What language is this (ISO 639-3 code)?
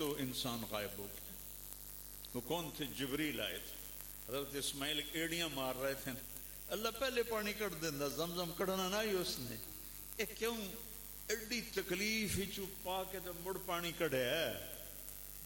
urd